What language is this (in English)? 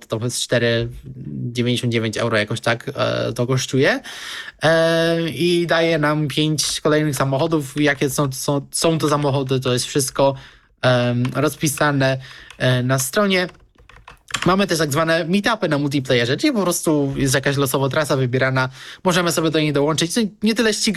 Polish